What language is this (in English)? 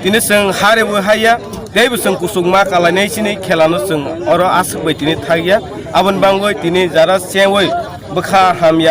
Kok Borok